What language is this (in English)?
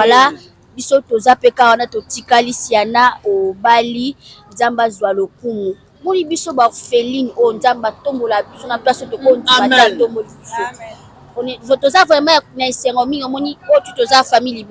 Lingala